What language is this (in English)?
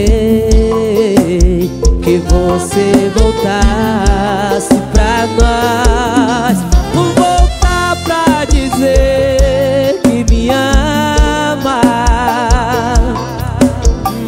Portuguese